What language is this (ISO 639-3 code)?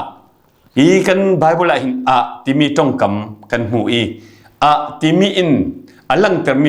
cfm